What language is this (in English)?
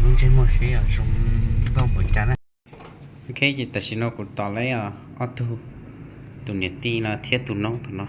Hmong